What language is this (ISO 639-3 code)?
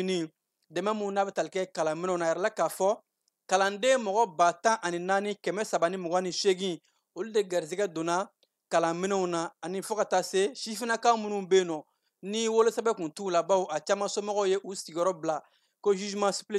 bam